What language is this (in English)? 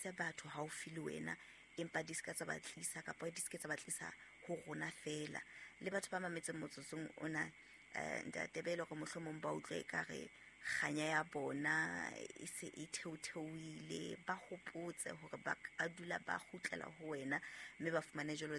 Southern Sotho